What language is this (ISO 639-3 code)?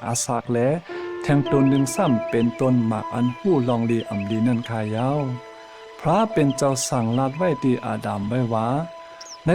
shn